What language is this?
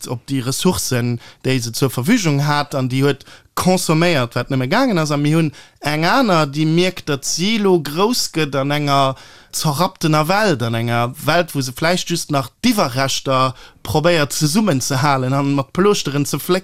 Luxembourgish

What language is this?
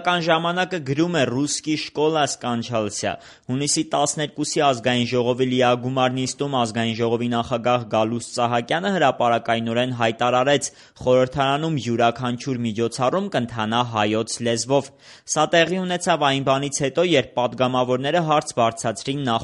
Armenian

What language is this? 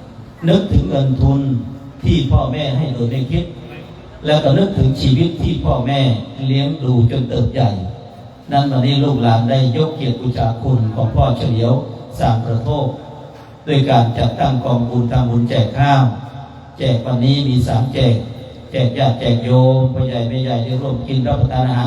Northeastern Thai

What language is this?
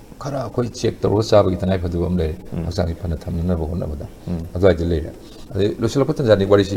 Manipuri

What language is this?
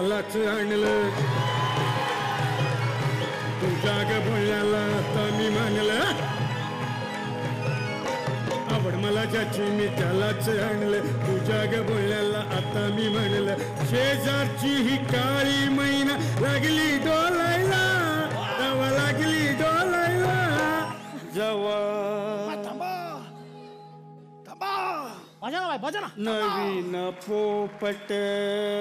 Marathi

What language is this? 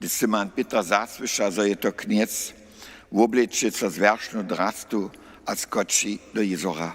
Upper Sorbian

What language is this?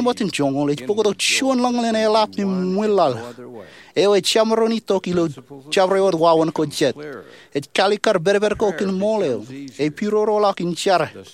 Marshallese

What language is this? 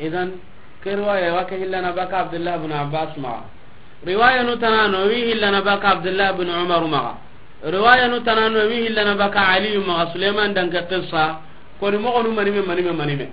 Soninke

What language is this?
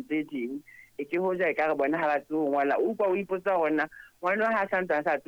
Southern Sotho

